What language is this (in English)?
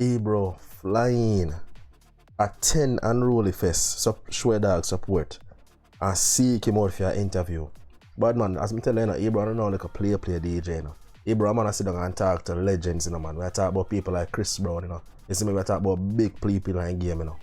Jamaican Creole English